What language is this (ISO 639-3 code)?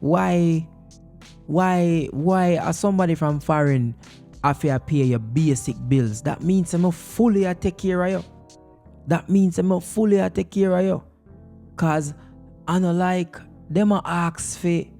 jam